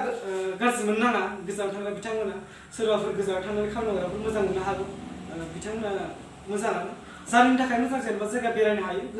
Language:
Bodo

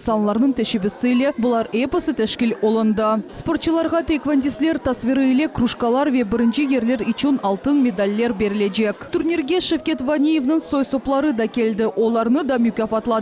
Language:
Crimean Tatar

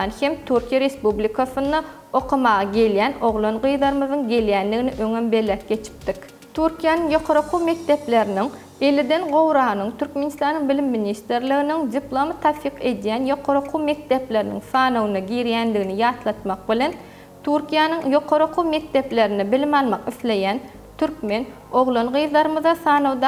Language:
Turkmen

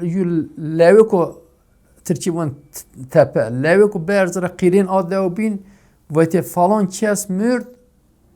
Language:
Zaza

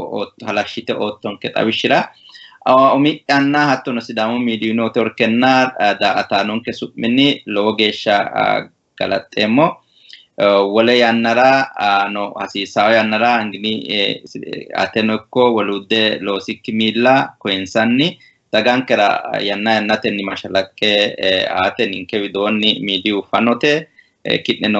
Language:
Sidamo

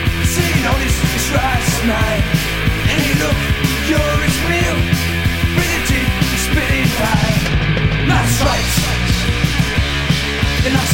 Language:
Basque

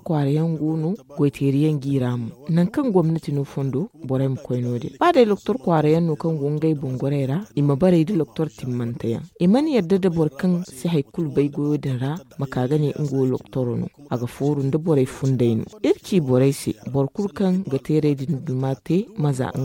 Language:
Zarma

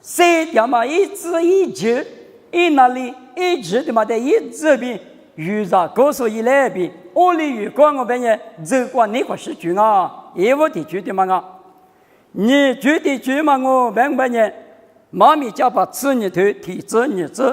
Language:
Lisu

